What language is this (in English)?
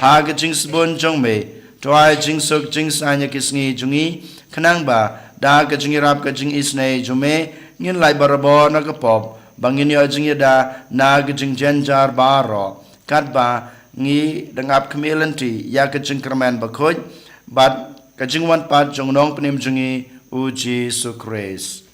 Khasi